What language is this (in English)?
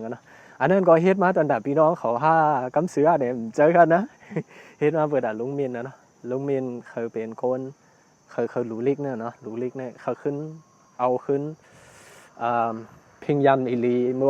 Shan